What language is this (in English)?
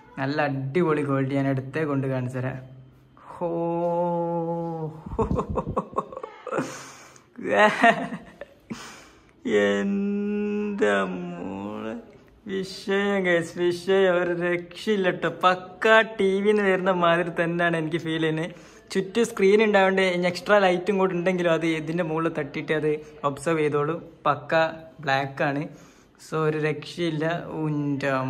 Malayalam